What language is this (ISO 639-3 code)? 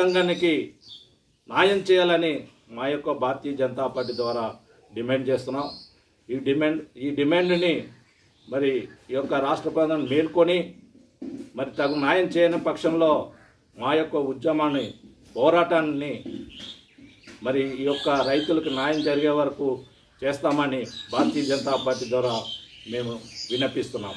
tel